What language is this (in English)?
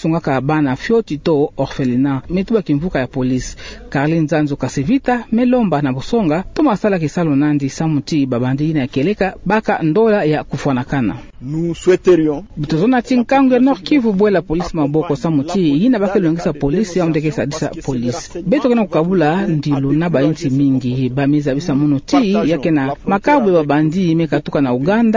Kituba (Democratic Republic of Congo)